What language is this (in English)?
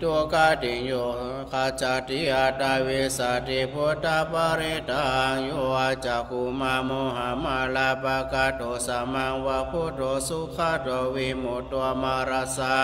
Pali